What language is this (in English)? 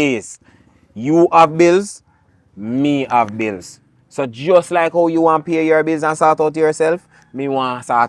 Jamaican Creole English